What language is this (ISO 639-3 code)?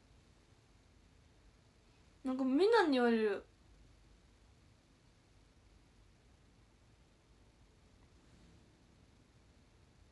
jpn